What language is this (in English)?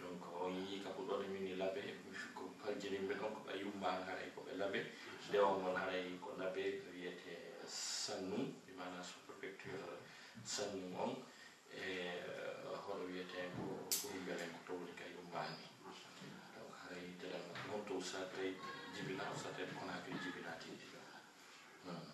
Fula